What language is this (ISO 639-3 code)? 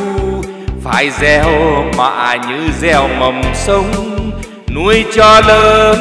vie